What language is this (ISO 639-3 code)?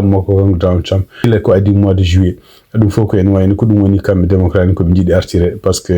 ful